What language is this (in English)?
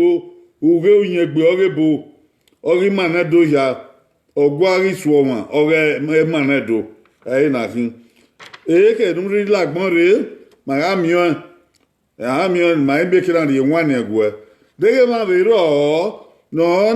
Bini